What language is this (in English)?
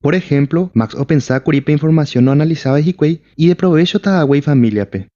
Guarani